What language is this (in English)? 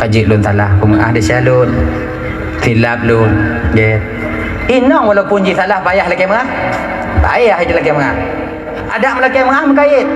Achinese